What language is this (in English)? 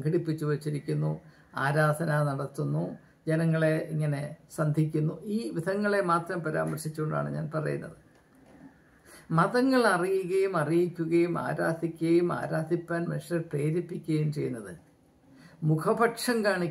Malayalam